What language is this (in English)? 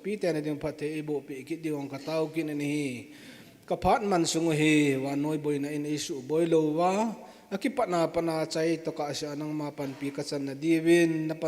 Thado Chin